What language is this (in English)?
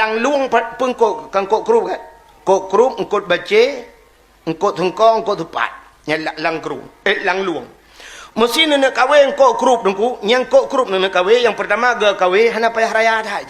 Achinese